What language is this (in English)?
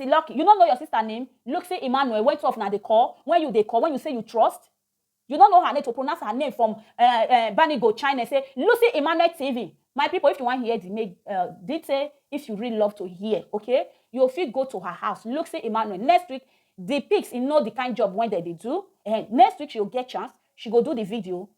Nigerian Pidgin